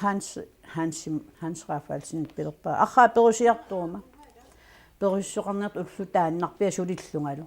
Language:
Kalaallisut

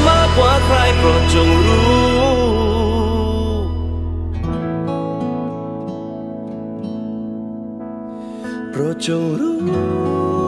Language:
Thai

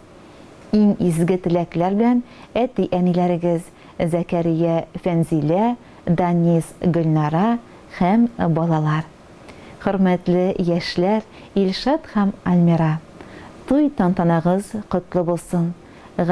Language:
Tatar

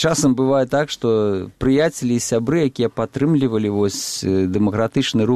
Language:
Belarusian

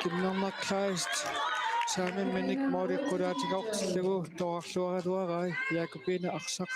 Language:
Kalaallisut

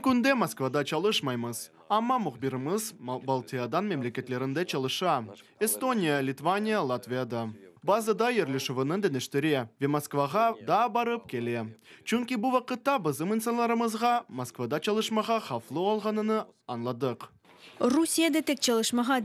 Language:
Crimean Tatar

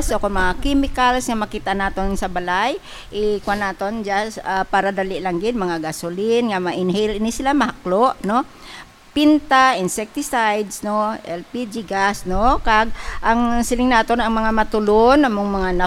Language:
Hiligaynon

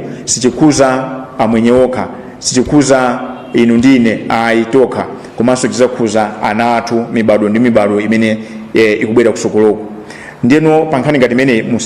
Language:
Nyanja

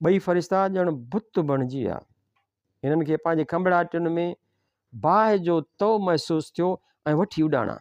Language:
Sindhi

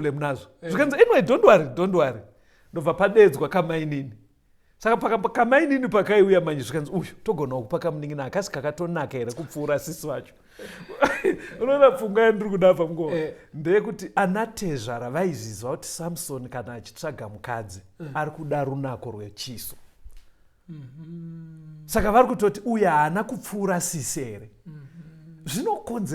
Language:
Shona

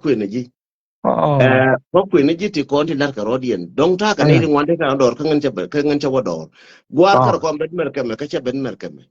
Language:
Nuer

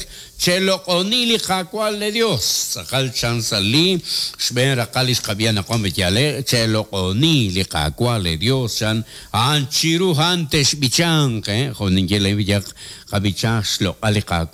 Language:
Kekchí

